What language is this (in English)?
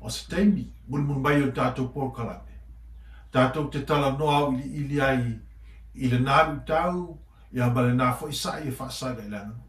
Samoan